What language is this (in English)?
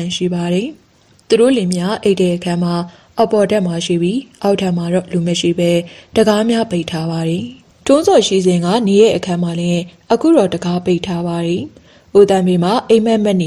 Burmese